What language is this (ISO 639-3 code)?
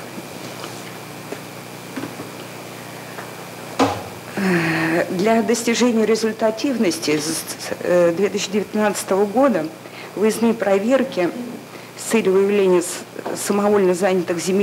rus